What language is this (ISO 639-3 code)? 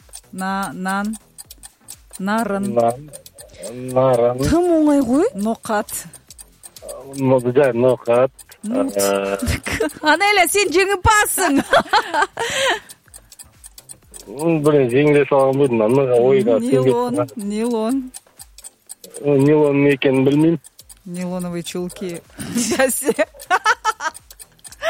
kaz